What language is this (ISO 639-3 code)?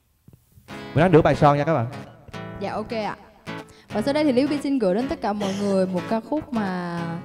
vie